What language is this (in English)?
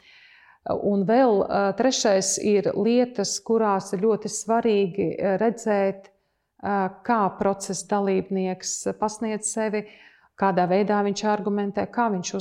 Latvian